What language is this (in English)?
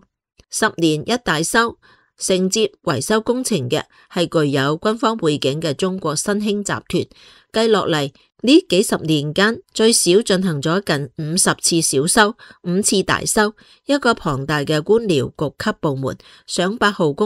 Cantonese